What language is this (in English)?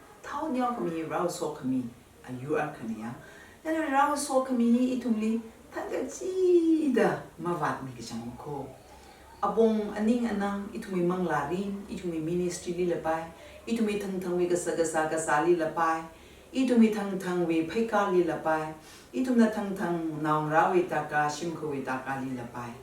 Tangkhul Naga (India)